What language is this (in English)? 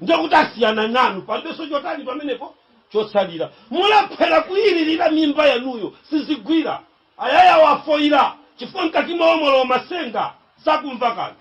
Nyanja